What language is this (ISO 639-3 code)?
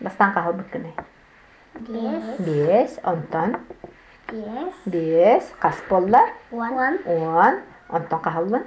sah